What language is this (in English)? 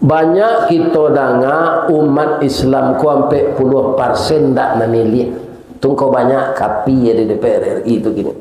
Minangkabau